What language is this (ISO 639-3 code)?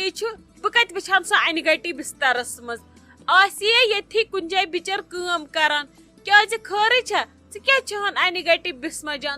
kas